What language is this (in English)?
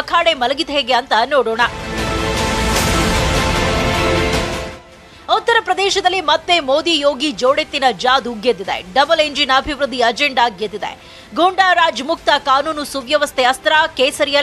Kannada